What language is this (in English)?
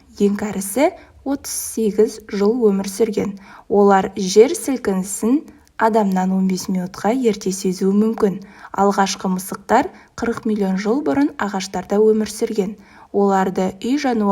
Kazakh